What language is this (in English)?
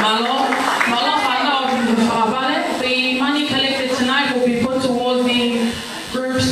Tongan